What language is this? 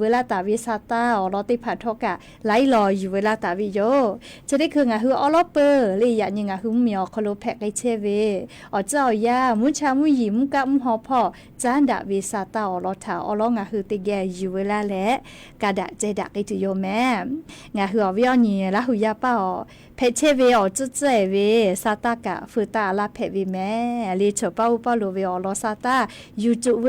Lahu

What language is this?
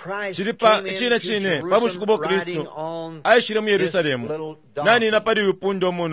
Bemba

